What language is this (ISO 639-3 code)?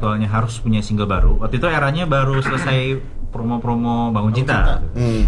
ind